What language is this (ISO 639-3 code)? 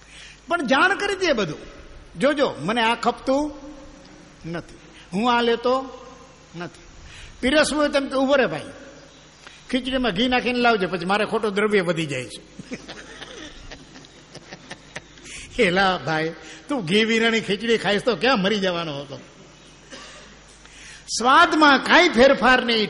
guj